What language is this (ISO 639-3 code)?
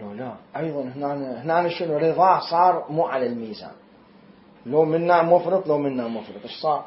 acm